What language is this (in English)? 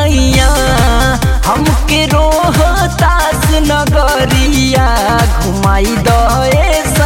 Bhojpuri